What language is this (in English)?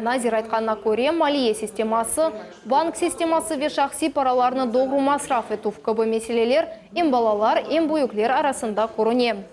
Crimean Tatar